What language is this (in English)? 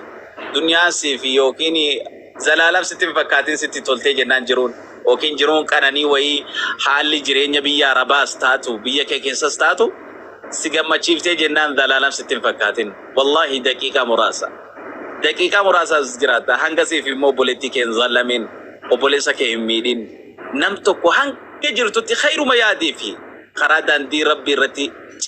Oromo